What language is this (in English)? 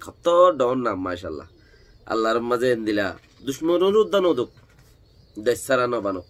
Rohingya